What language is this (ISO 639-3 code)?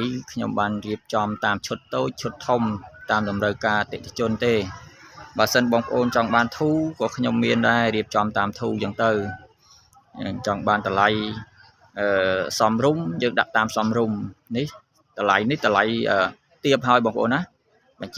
khm